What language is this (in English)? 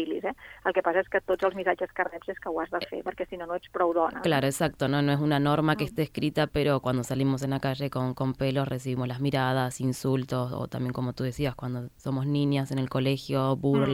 Catalan